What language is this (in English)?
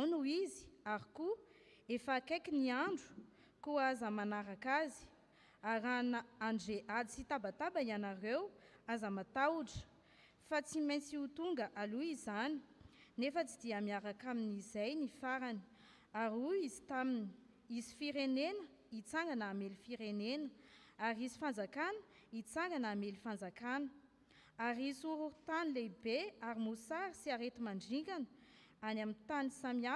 Malagasy